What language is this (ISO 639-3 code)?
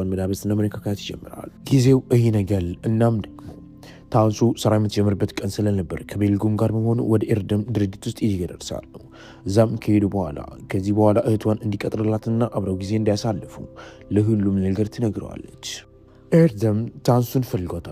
amh